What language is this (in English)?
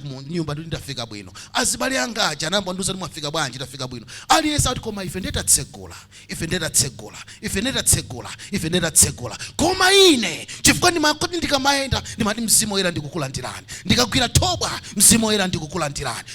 Nyanja